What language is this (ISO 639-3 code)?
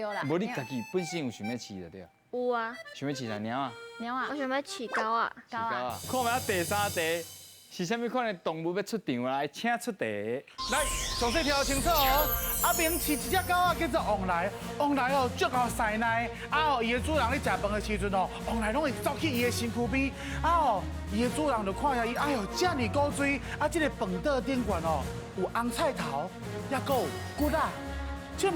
nan